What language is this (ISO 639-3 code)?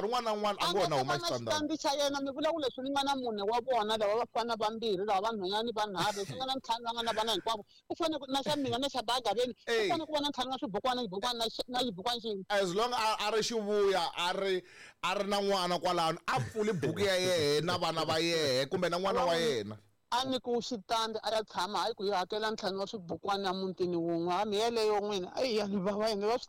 tso